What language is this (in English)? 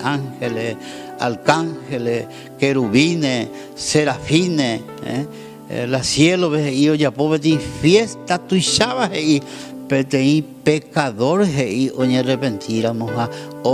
Guarani